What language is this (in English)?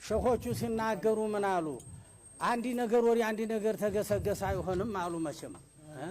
Amharic